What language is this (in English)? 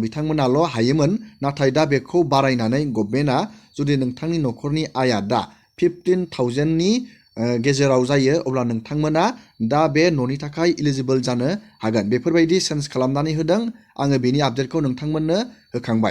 Bodo